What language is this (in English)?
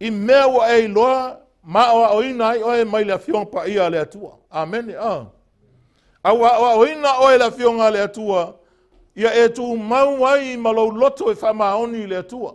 Samoan